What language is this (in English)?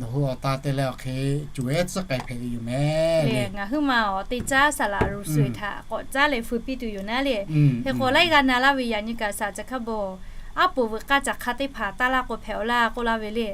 Lahu